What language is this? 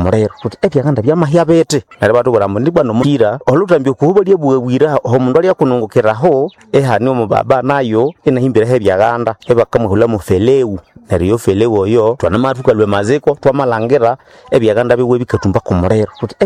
Nande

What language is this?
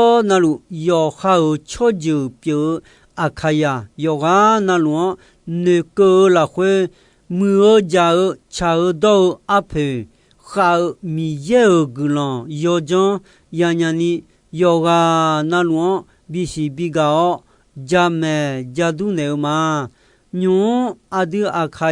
Akha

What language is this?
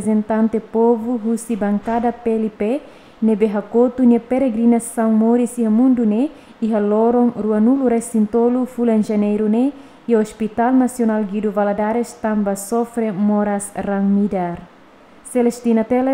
Tetum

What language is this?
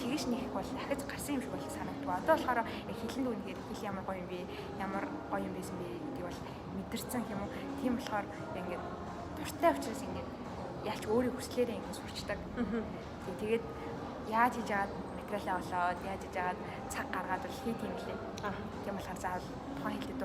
Mongolian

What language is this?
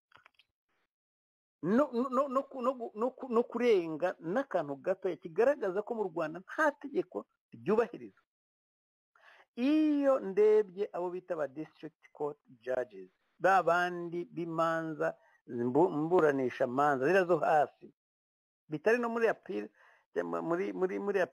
Kinyarwanda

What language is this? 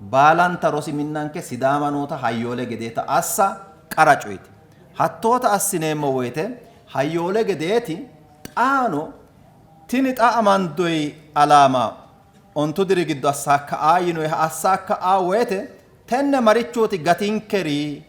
Sidamo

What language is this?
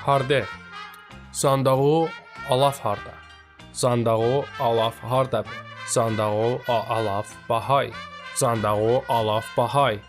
Talysh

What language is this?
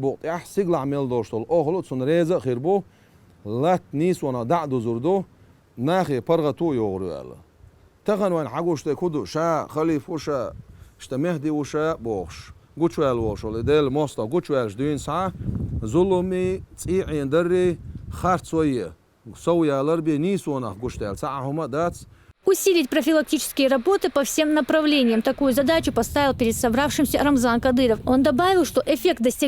Chechen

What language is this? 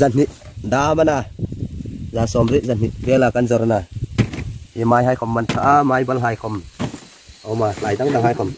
Hmar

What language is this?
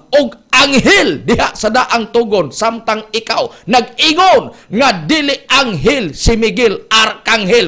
Cebuano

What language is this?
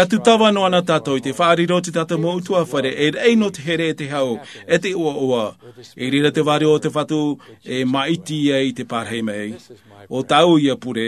Tahitian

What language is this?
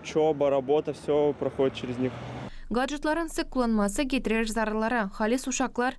Gagauz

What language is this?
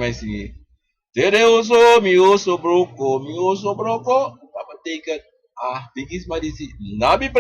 Sranan Tongo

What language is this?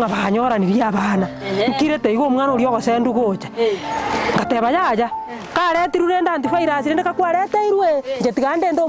Gusii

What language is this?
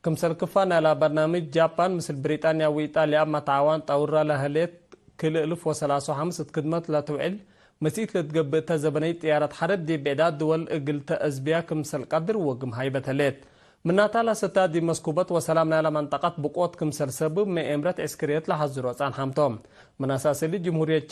Tigre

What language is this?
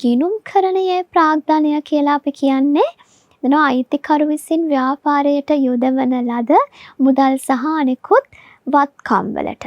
Sinhala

